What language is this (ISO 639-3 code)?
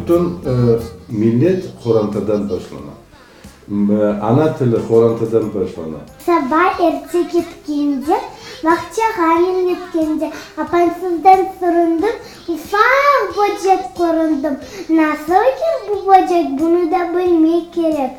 crh